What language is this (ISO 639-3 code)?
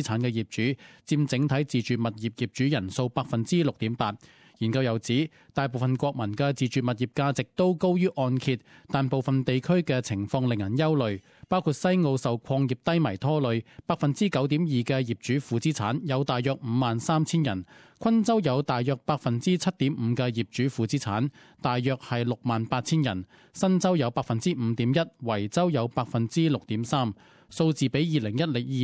yue